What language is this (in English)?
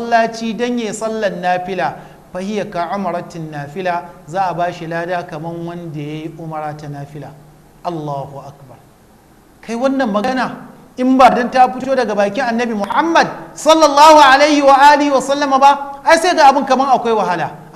Hausa